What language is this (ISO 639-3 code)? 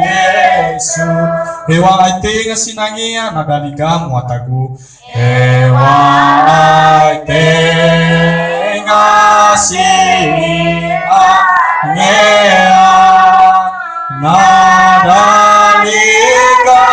nia